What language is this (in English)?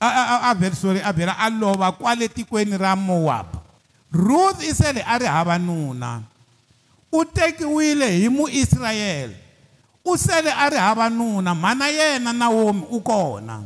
Tsonga